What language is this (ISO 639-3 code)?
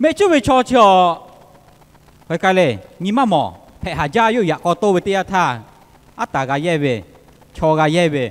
lhu